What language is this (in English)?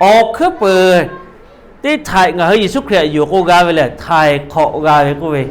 Lahu